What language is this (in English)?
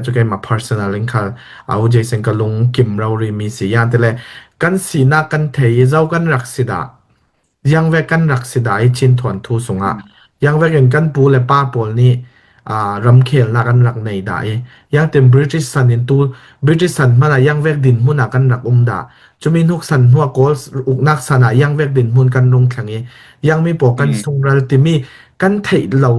Falam Chin